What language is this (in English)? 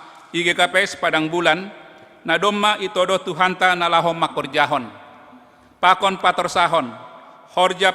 Batak Simalungun